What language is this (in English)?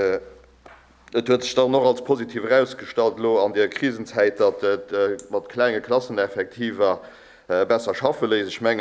Luxembourgish